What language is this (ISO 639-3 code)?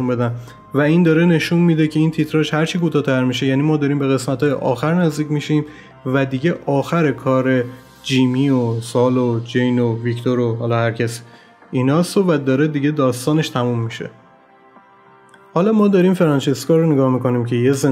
fas